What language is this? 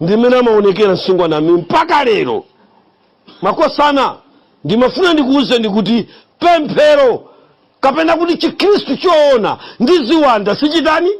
Nyanja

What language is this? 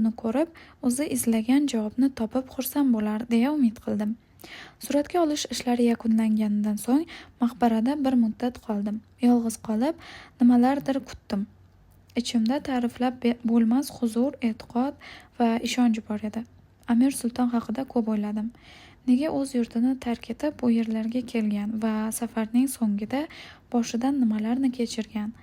Uzbek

